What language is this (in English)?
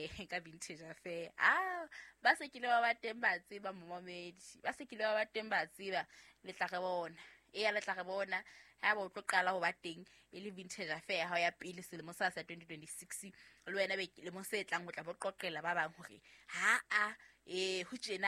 Southern Sotho